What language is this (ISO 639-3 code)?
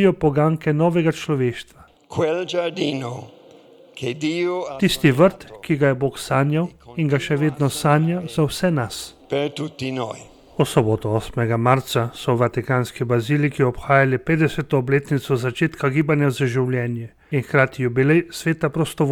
slv